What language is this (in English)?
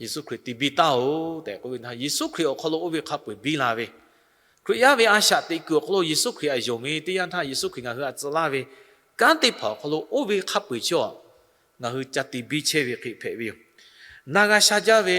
Lahu